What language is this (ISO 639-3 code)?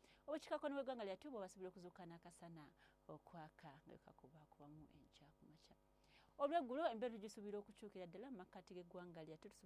lug